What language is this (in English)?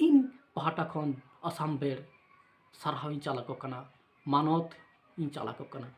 Santali